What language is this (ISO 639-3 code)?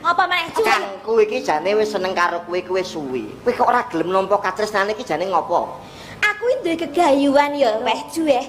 jav